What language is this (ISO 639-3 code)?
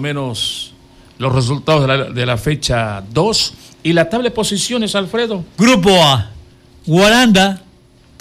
spa